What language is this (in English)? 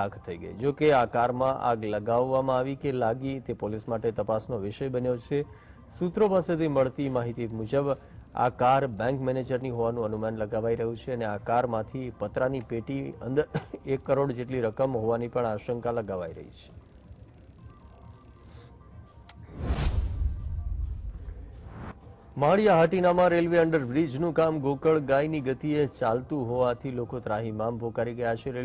Gujarati